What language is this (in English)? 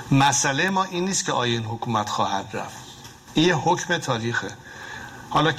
Persian